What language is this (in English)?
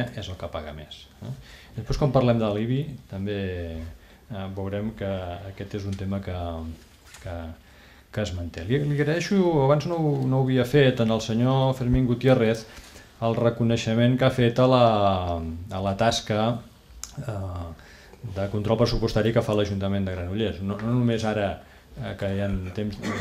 Catalan